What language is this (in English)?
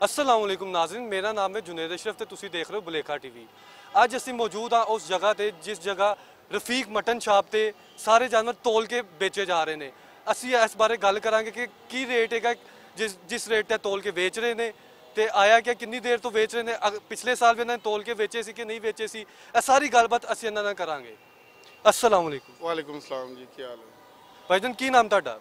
Western Panjabi